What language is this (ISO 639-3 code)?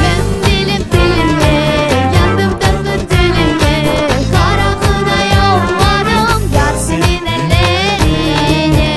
crh